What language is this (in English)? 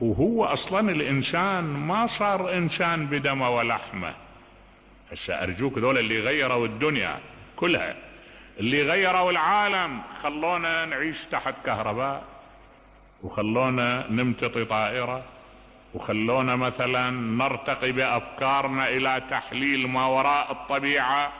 Mesopotamian Arabic